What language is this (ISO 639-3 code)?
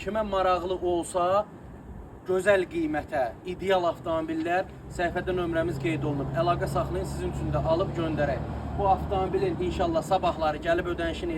aze